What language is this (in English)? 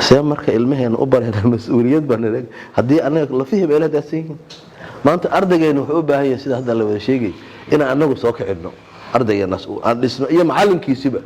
Somali